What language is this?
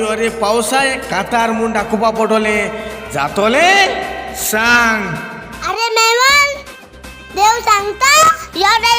Konkani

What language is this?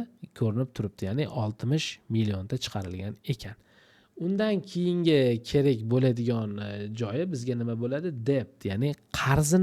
Uzbek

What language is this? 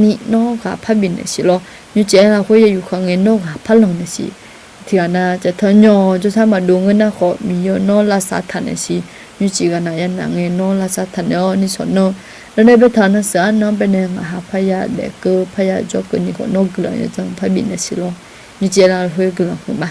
Akha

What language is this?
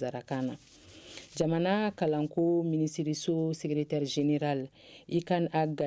Bambara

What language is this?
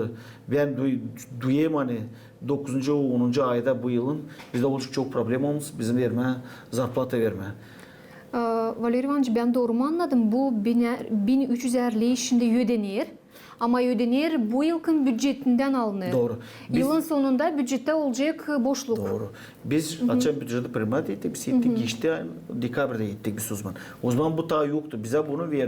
Gagauz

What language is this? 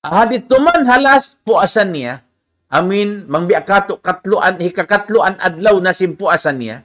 Tausug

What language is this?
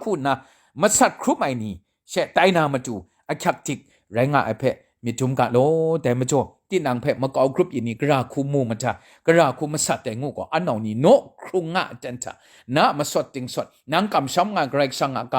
Kachin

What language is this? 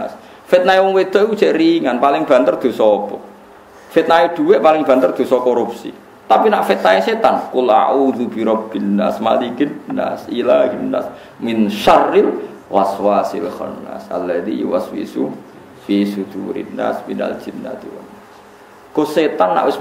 Javanese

